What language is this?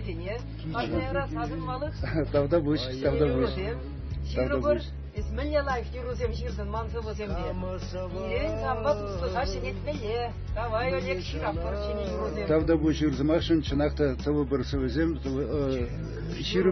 Chuvash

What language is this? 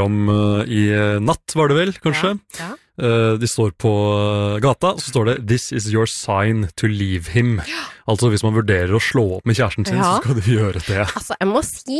Norwegian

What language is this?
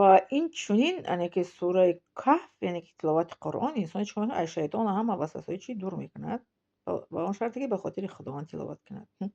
Tajik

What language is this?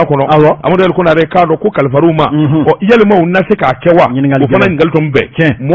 Bambara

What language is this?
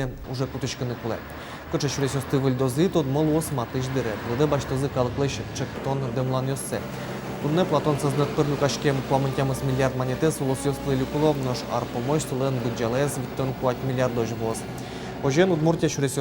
Udmurt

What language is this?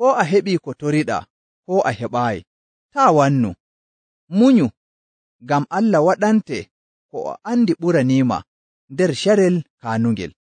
Nigerian Fulfulde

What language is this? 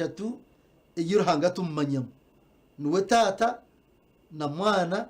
Nyankole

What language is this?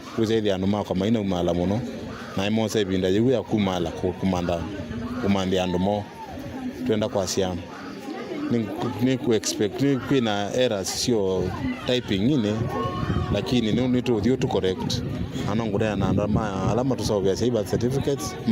Kamba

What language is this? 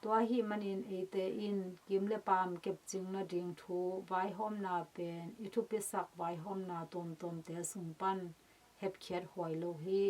Tedim Chin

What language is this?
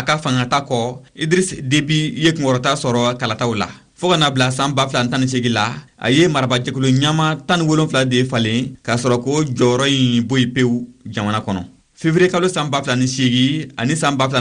Bambara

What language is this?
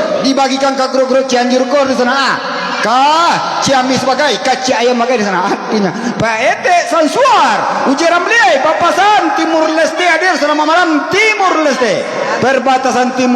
Minangkabau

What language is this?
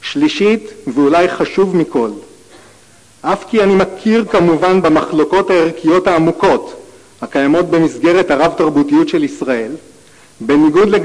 Hebrew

